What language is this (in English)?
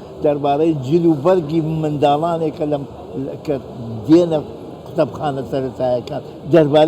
Central Kurdish